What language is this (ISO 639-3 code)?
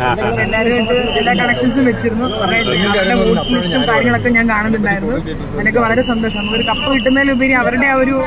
mal